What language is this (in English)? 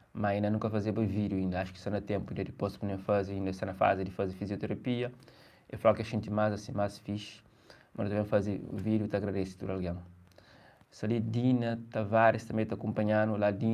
Kabuverdianu